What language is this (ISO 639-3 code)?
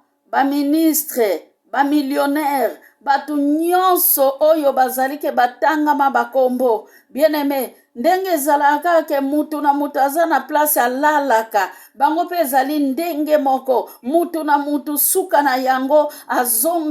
lin